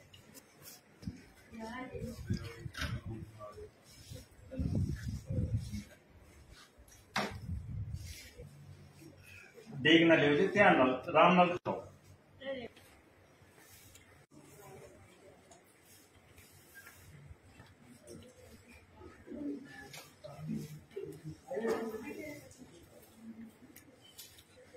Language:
Punjabi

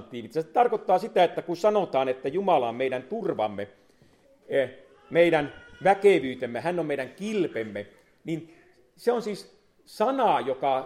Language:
Finnish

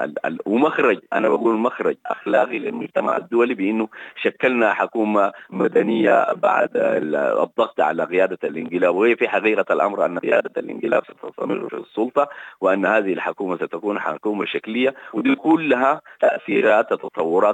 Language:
Sudanese Arabic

